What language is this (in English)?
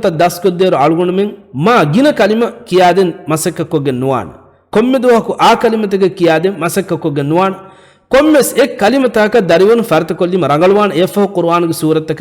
Divehi